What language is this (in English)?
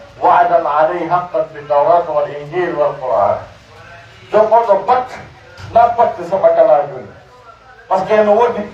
Pular